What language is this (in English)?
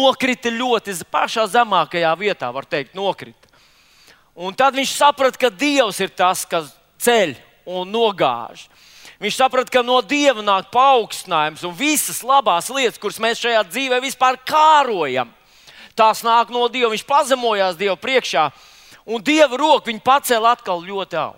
Latvian